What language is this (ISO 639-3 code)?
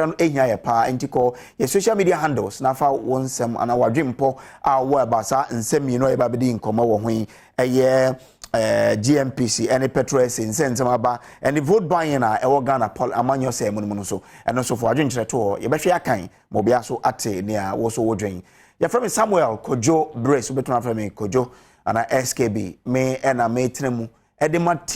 aka